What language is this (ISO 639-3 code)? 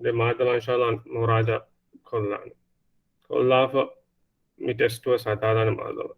div